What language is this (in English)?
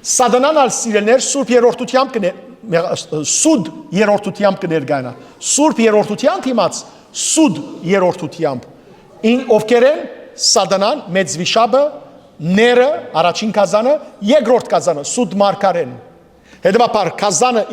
Western Armenian